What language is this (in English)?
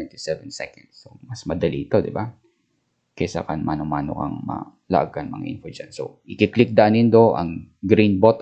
Bikol